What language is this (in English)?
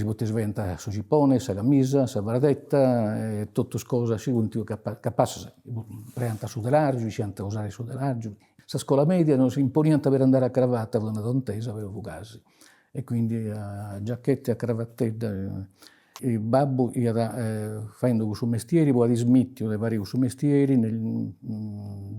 Sardinian